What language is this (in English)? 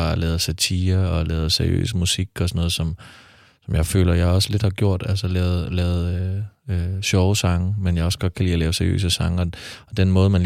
Danish